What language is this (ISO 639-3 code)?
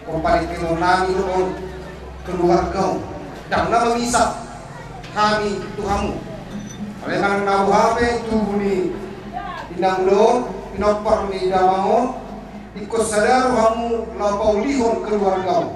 bbc